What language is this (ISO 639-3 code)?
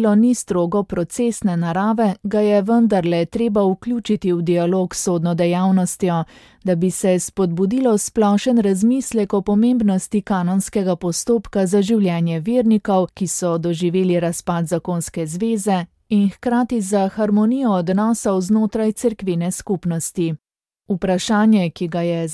slv